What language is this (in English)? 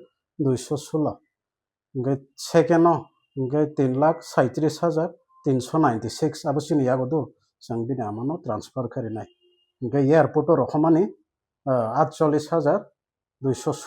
Kok Borok